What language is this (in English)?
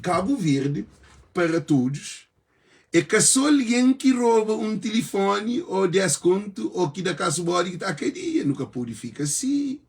Kabuverdianu